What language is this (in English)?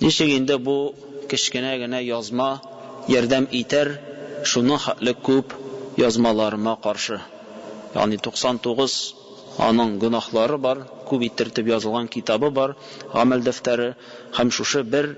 Tatar